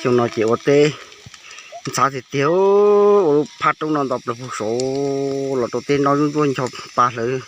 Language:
Hmong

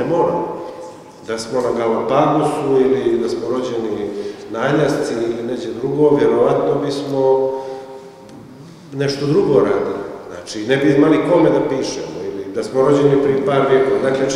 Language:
Bosnian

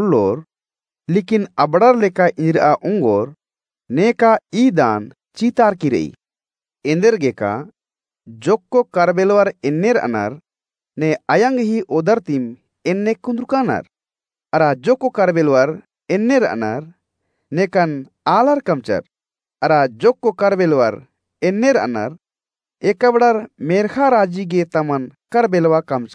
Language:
Kurukh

